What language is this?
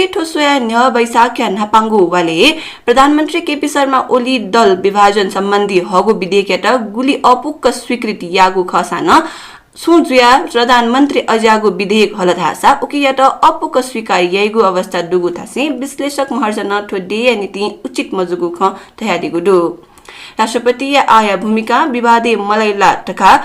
Newari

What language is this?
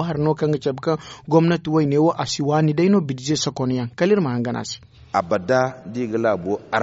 Zarma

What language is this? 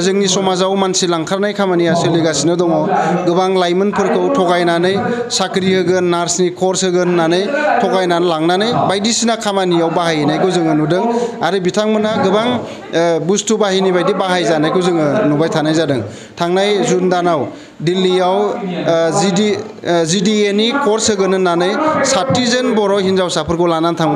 Bodo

